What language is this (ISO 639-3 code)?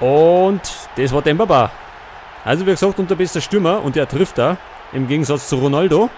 bar